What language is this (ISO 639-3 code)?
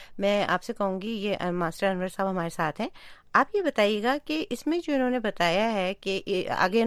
urd